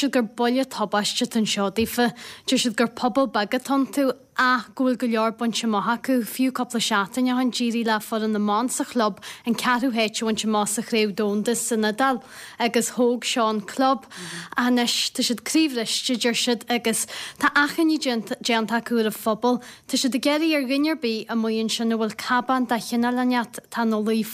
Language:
Irish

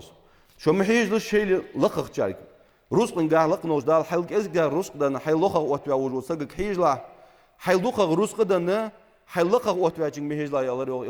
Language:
Ingush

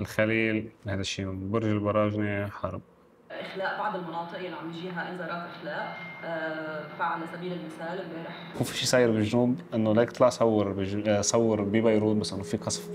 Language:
North Levantine Arabic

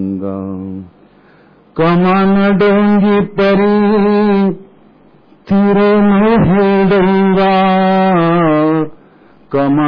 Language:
Marathi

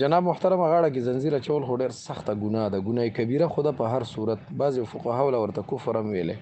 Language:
Pashto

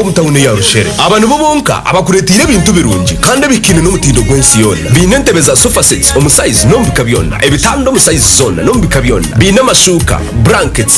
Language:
Nyankole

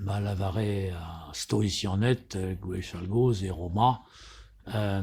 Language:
Breton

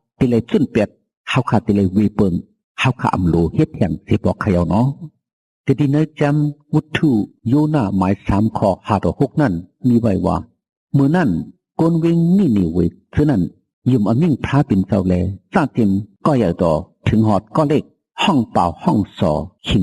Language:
Shan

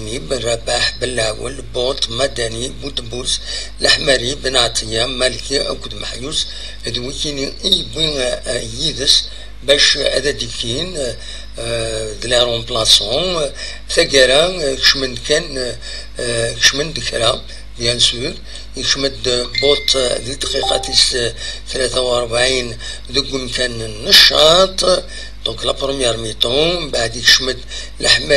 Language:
Kabyle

